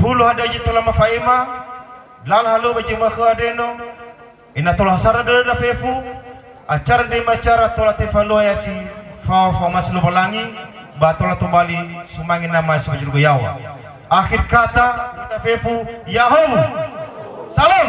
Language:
Nias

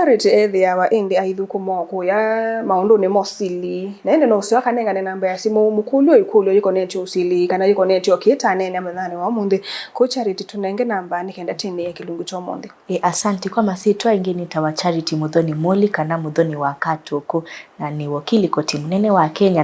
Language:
Kamba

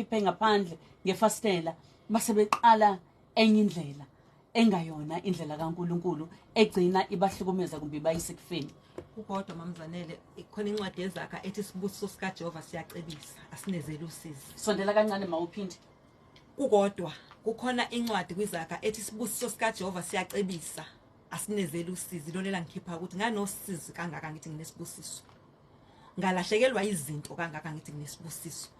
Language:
Zulu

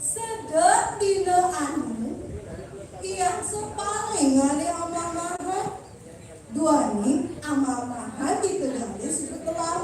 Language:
Balinese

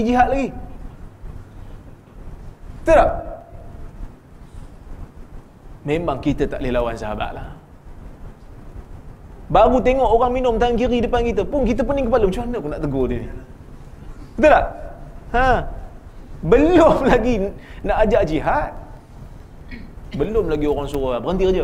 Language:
Malay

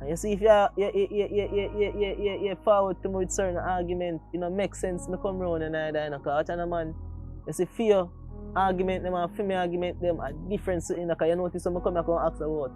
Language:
Jamaican Creole English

